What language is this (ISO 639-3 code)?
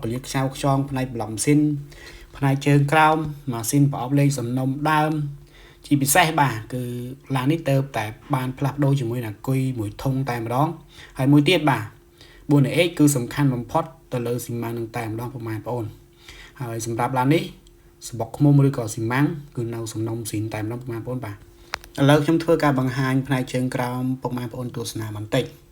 khm